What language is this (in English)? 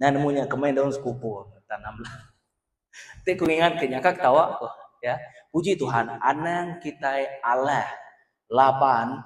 Iban